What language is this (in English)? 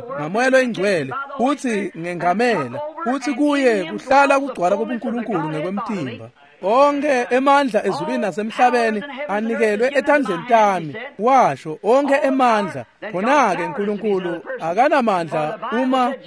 Swati